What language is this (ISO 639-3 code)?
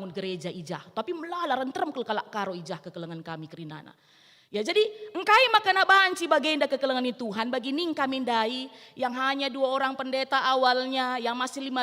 btx